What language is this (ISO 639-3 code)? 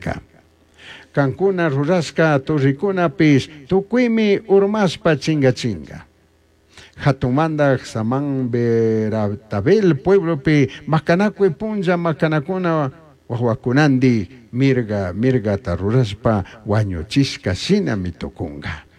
qug